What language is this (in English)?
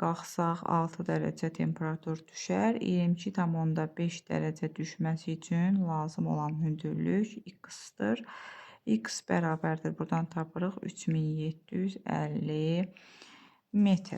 Azerbaijani